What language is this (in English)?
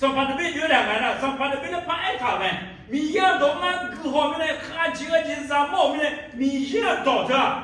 Akha